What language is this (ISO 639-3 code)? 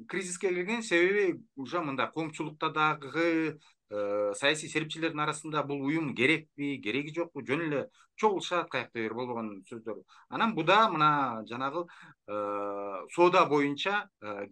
kir